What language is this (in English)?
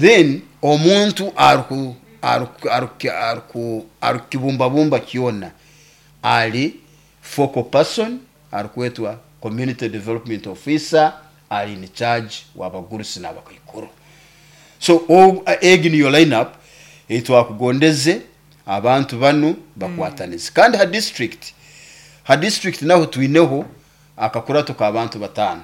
Nyoro